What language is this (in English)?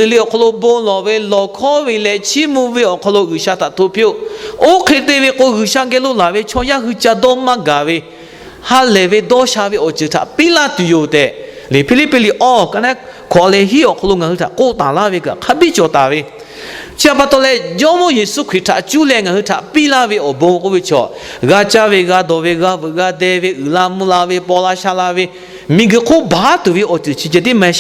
Lahu